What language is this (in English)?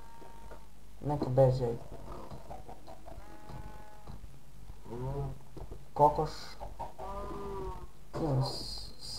Bosnian